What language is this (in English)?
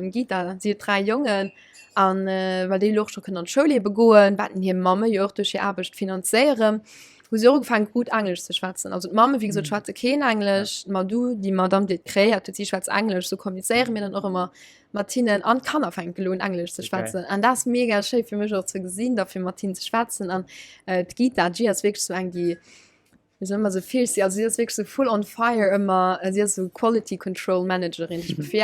Luxembourgish